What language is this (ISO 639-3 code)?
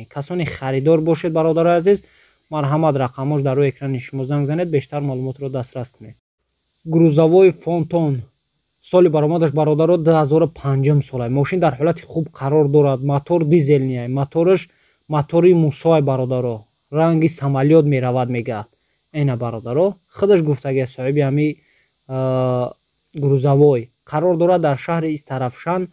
tgk